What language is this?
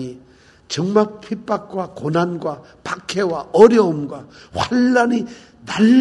Korean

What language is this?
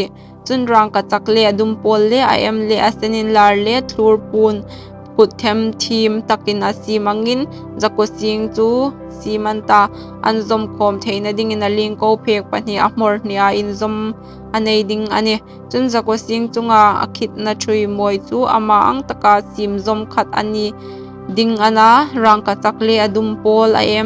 Hmar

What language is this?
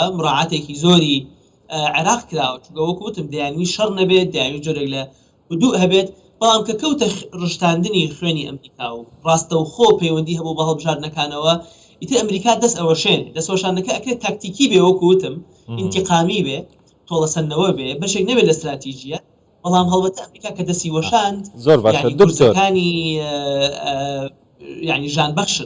Central Kurdish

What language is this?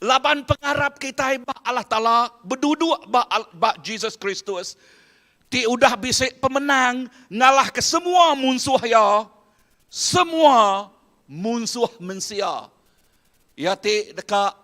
Iban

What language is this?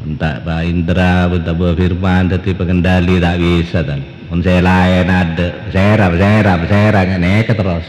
Madurese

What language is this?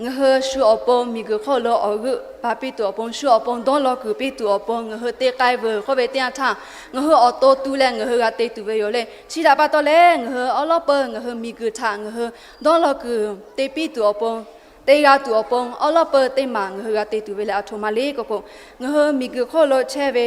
Lahu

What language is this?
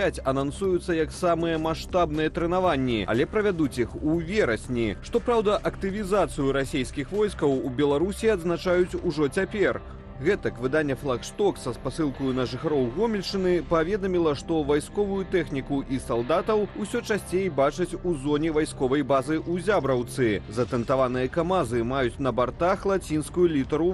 Belarusian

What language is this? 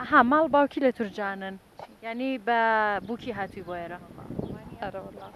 Central Kurdish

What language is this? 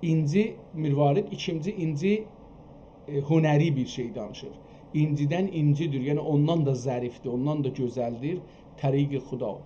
South Azerbaijani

